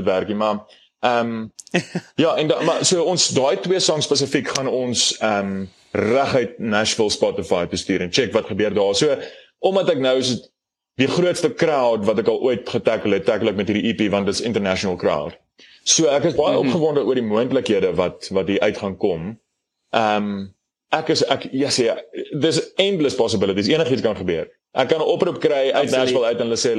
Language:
Afrikaans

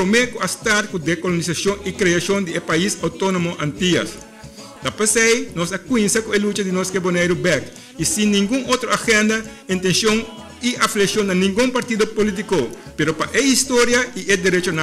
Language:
Papiamento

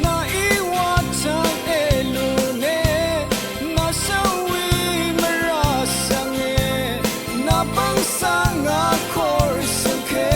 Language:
Rawang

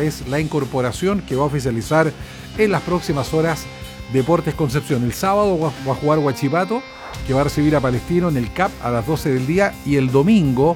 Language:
Spanish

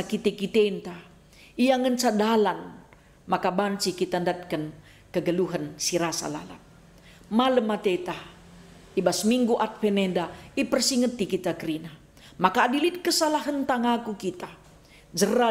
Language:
Batak Karo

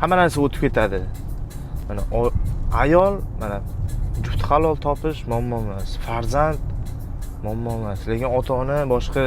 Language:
Uzbek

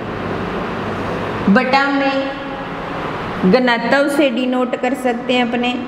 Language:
Hindi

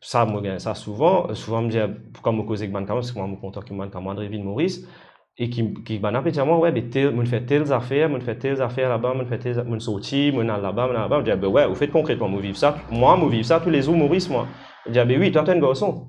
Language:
Morisyen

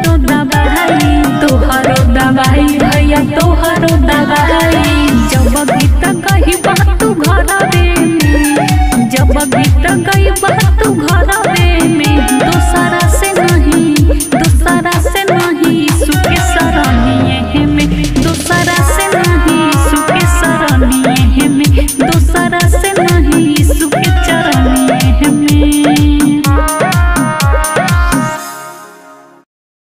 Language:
Bhojpuri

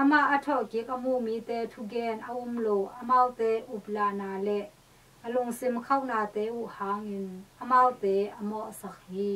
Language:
Tedim Chin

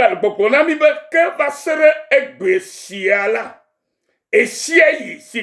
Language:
Ewe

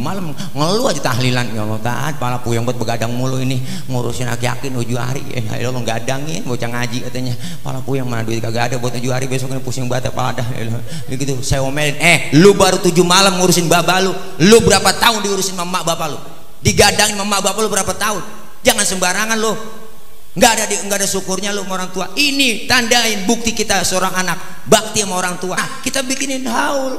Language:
Betawi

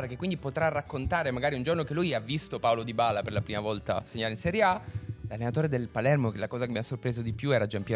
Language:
Italian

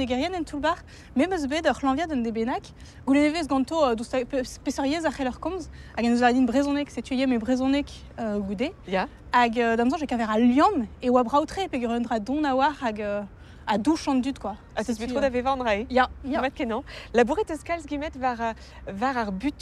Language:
Breton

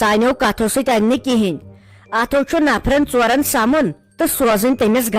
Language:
Kashmiri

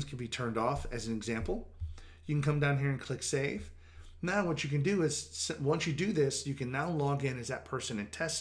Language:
English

